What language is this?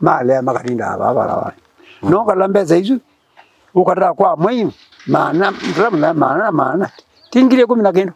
Kamba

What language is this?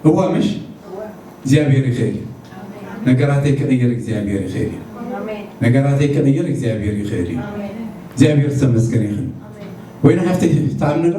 Tigrinya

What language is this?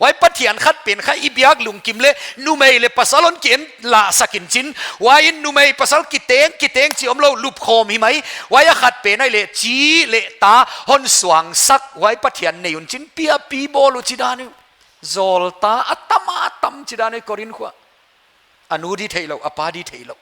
Paite Chin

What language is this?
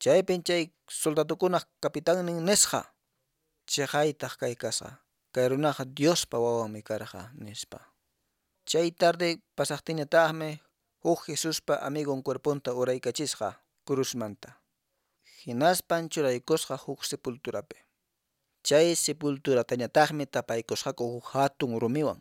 Quechua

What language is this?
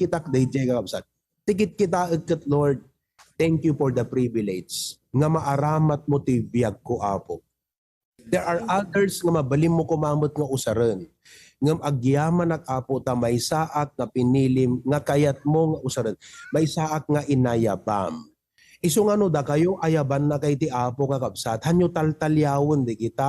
Iloko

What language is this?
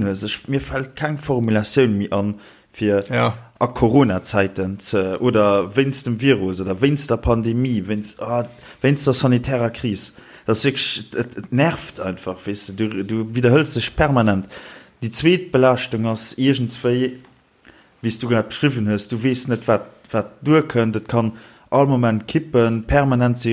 Luxembourgish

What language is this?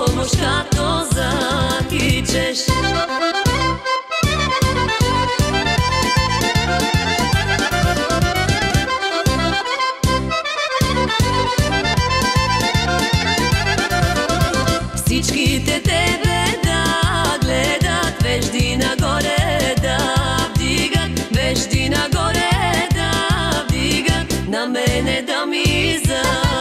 Bulgarian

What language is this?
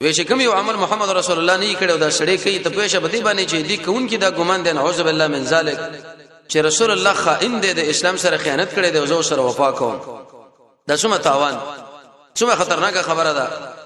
Pashto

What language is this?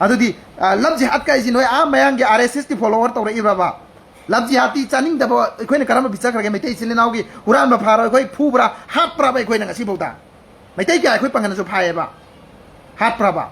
Manipuri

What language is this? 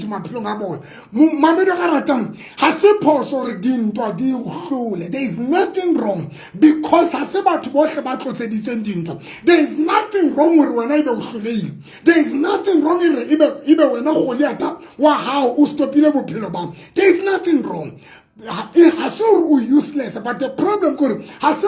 Tswana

